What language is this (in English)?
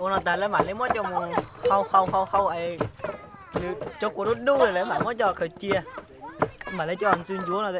Hmong